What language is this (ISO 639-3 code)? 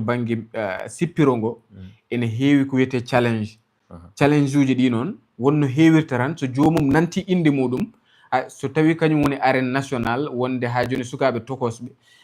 ful